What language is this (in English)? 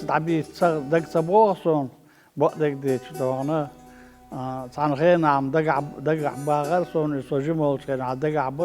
Chechen